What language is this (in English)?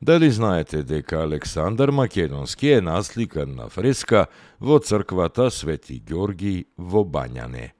Macedonian